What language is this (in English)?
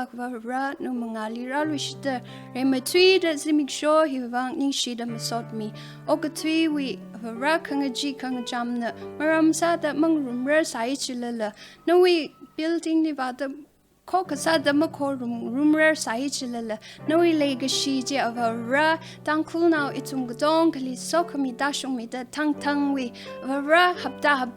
Tangkhul Naga (India)